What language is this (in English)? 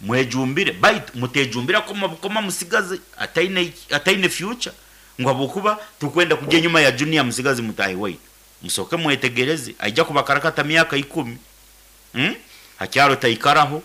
Nyoro